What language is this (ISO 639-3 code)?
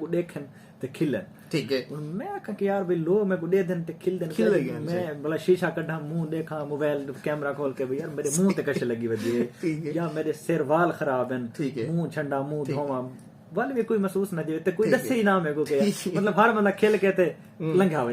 skr